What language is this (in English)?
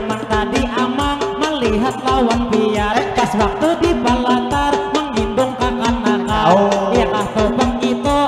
Banjar